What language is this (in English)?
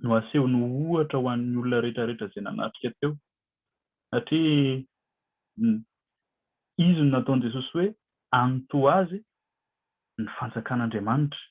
Malagasy